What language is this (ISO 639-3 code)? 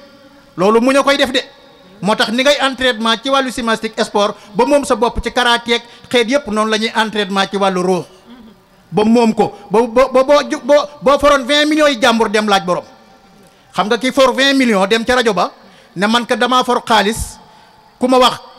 wol